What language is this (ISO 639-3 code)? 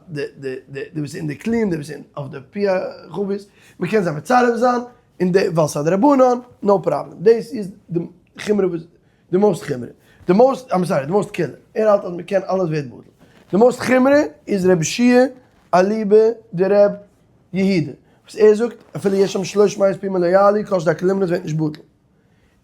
yid